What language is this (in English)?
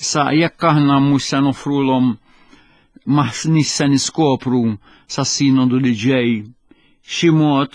Maltese